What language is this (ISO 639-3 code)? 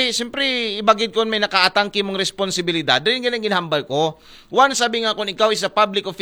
akl